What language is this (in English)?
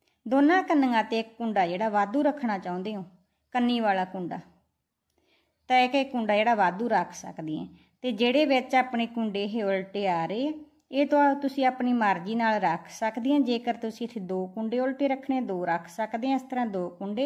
Punjabi